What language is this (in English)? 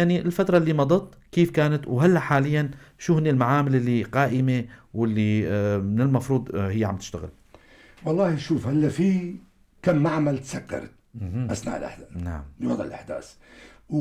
North Levantine Arabic